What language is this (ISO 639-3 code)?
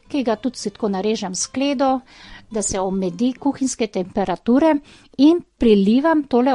slv